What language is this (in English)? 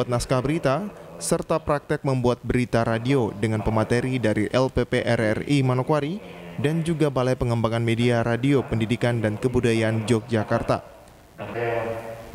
Indonesian